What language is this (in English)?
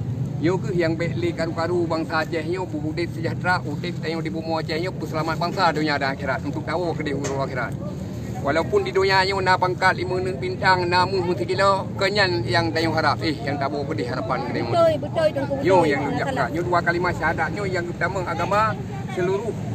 Achinese